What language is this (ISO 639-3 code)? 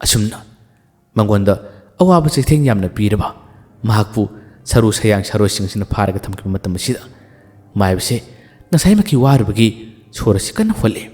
mni